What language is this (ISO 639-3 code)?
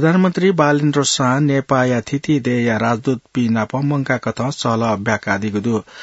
new